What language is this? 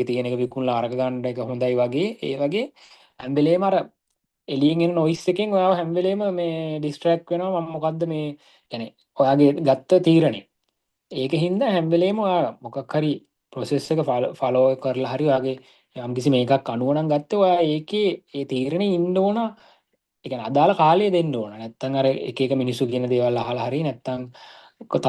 Sinhala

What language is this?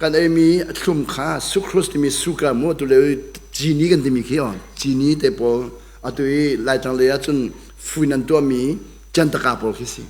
Hakha Chin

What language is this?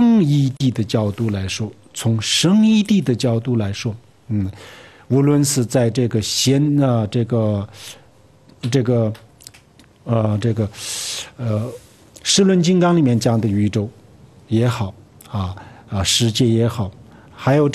Chinese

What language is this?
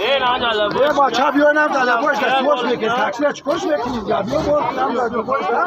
Tajik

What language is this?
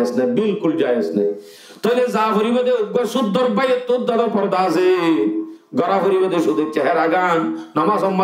Rohingya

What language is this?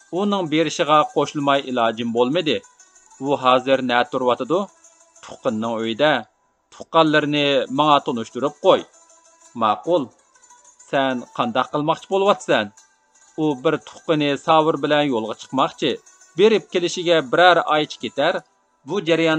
Uyghur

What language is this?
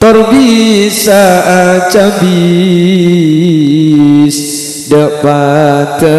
Madurese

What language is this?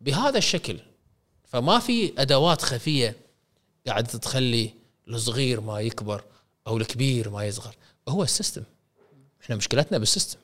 Gulf Arabic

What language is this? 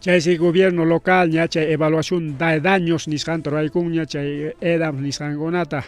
Ayacucho Quechua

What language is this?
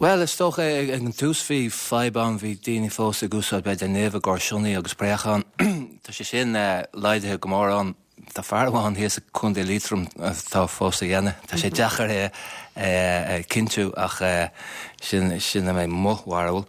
Irish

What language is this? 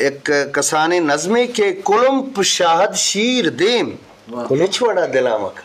Eastern Balochi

